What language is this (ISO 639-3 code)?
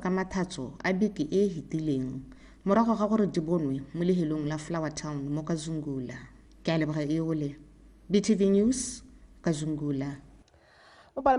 tsn